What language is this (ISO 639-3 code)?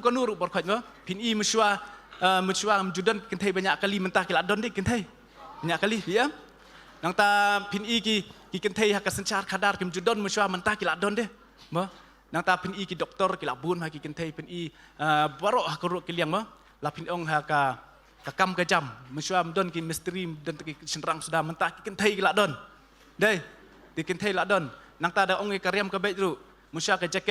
kha